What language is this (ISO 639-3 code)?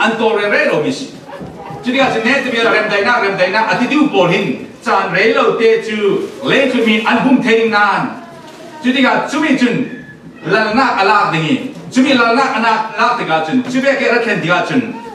cfm